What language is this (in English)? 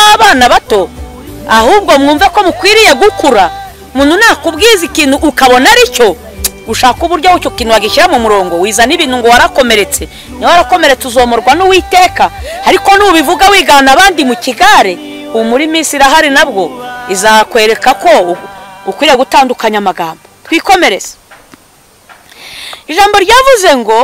Kinyarwanda